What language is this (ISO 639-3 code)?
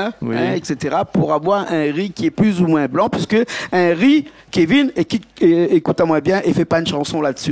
rcf